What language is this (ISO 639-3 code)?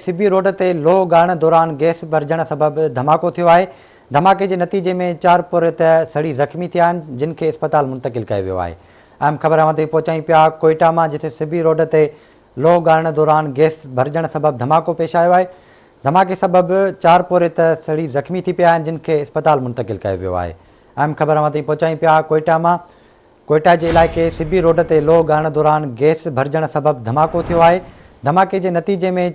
snd